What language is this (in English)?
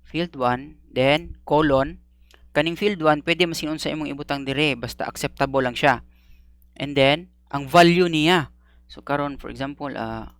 Cebuano